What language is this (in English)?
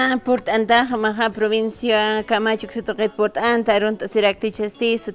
Aymara